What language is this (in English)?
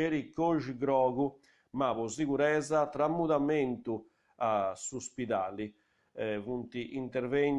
Sardinian